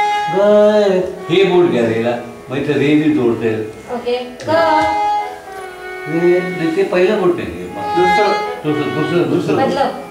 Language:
Marathi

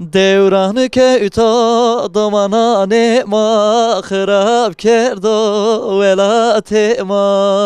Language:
Zaza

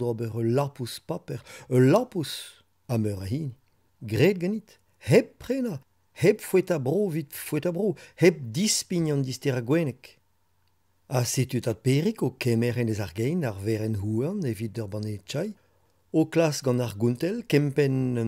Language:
Breton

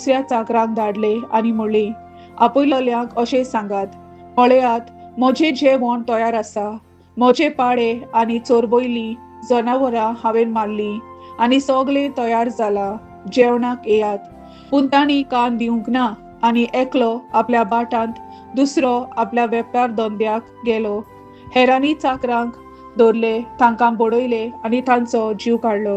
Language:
Konkani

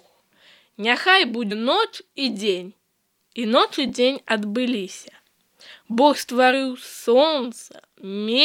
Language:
Belarusian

